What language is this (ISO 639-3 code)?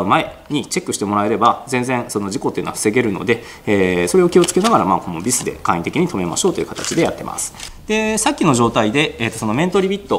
jpn